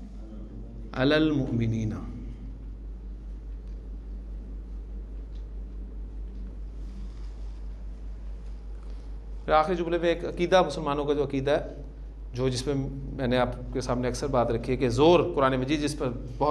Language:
Urdu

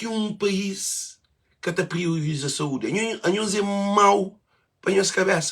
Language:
Kabuverdianu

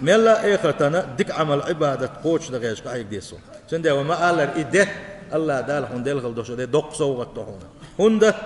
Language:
Chechen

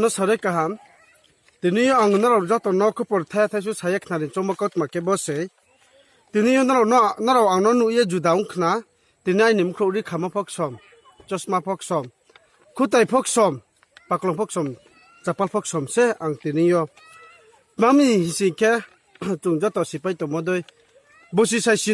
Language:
Riang (India)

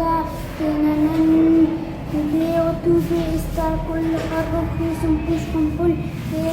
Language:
Brahui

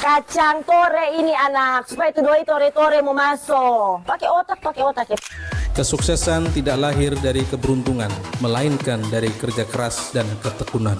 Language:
Manado Malay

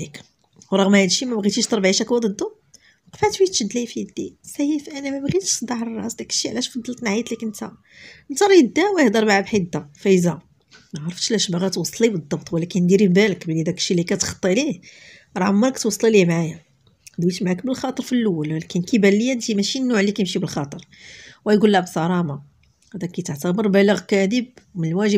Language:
Moroccan Arabic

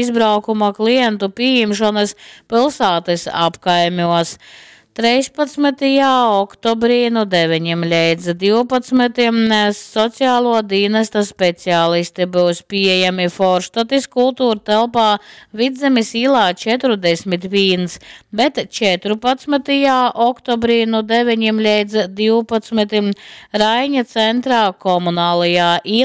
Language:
Latgalian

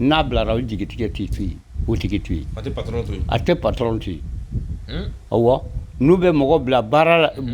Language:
Bambara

